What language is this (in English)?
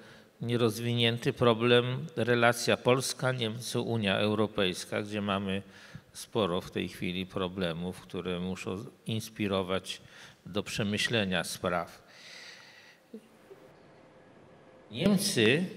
Polish